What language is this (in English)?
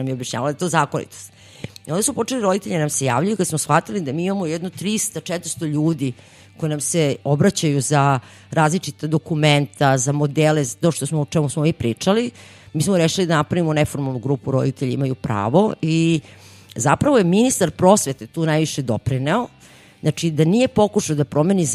Serbian